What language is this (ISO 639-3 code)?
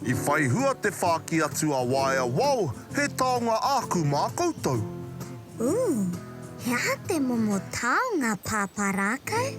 mri